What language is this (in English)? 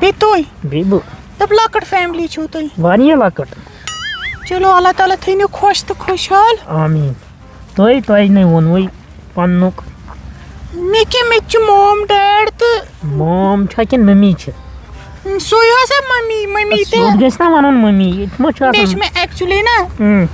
Kashmiri